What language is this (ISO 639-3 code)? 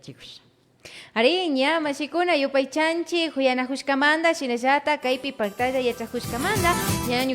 qvi